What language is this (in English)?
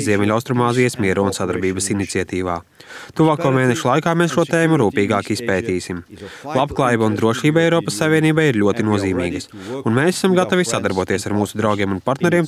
Latvian